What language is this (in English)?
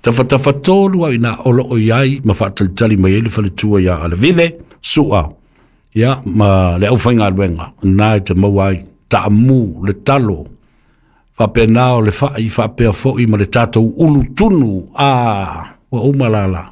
Samoan